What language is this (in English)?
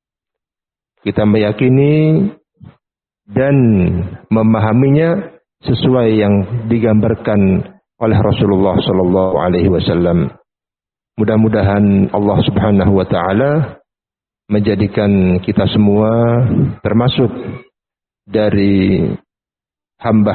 Indonesian